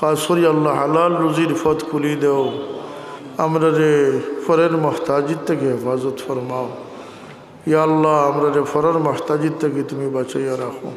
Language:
Sylheti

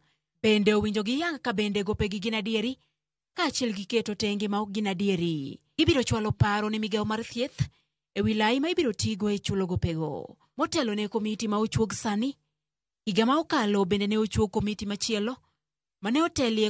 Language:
Luo (Kenya and Tanzania)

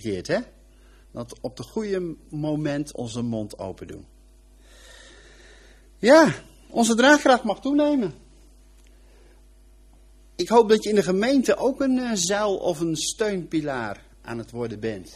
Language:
Dutch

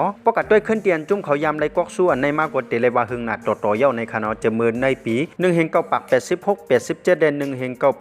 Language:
Shan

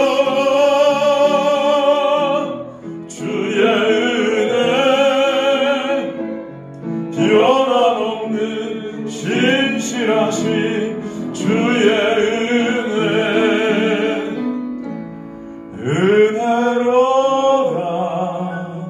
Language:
Korean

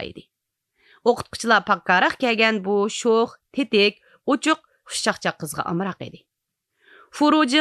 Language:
Uyghur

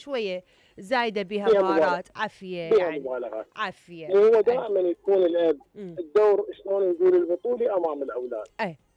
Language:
Mesopotamian Arabic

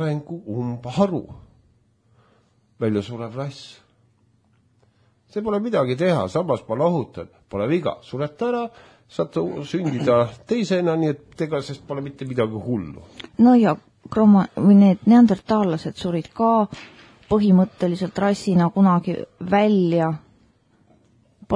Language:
Estonian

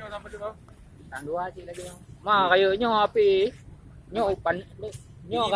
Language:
Achinese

